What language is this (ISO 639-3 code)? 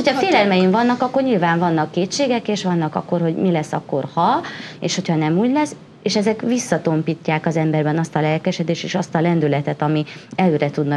hun